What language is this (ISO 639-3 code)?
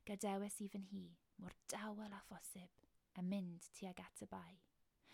cym